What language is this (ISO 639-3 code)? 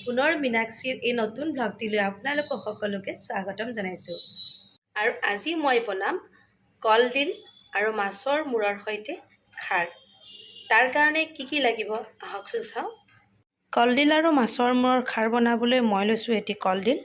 asm